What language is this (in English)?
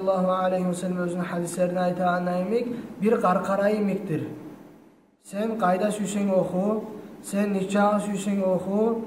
Kumyk